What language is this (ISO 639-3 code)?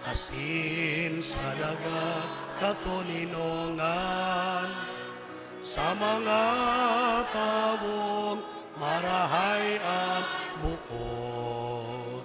bik